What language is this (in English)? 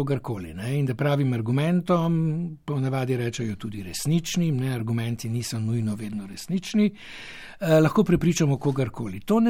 Slovenian